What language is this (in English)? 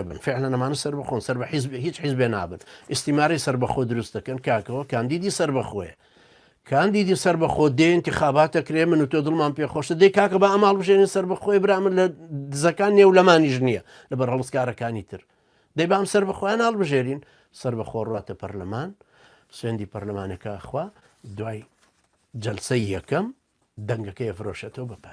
Central Kurdish